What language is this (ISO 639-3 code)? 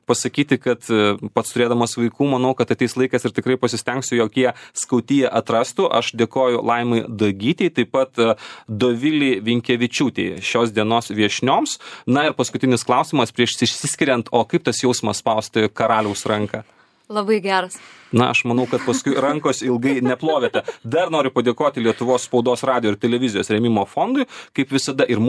lit